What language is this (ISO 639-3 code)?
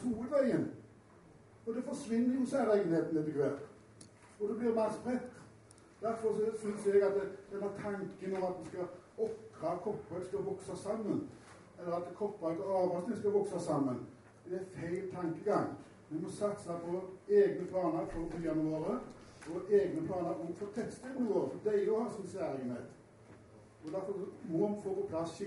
nor